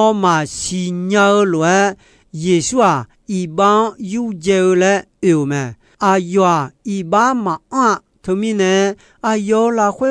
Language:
Akha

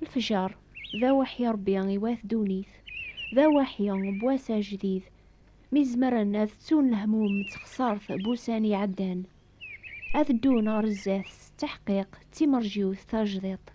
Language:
Kabyle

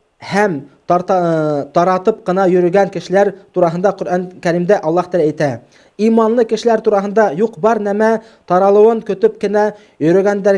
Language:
Bashkir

